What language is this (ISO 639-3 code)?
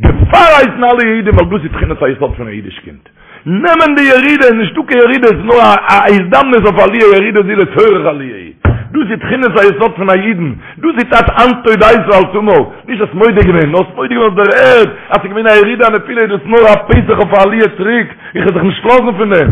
yid